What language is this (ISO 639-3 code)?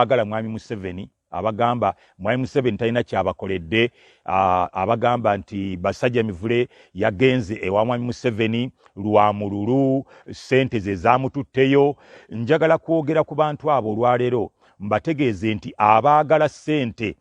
lug